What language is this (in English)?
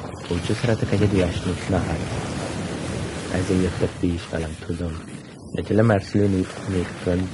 Hungarian